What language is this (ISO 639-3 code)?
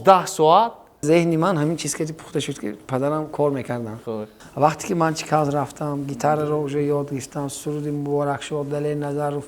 tgk